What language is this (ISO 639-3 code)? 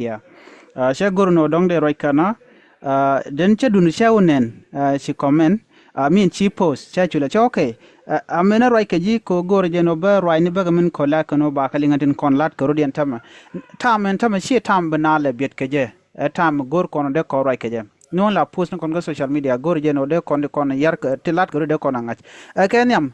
nus